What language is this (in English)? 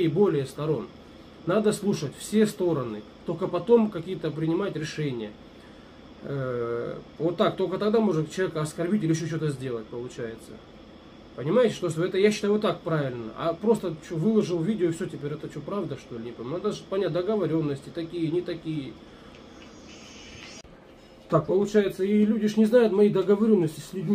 Russian